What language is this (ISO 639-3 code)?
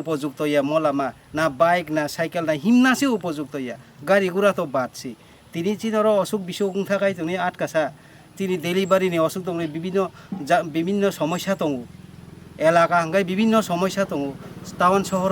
trp